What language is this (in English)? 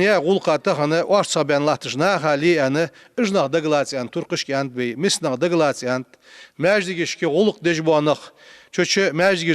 Ingush